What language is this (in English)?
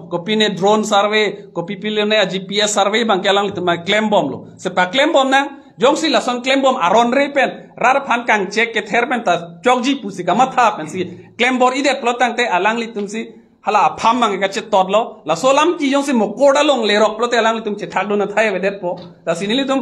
Karbi